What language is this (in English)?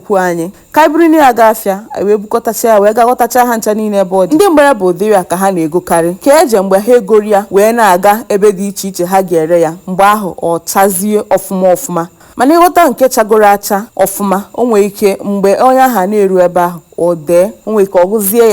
Igbo